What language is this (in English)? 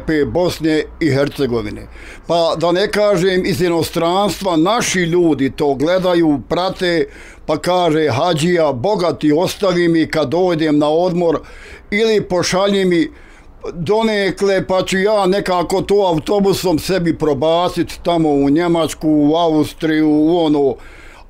Bosnian